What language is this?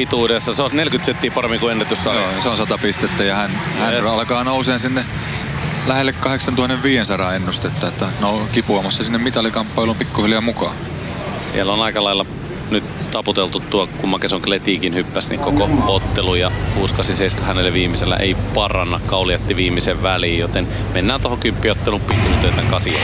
Finnish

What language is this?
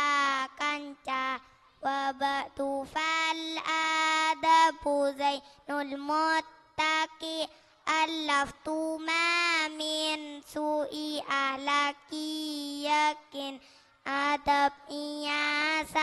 Madurese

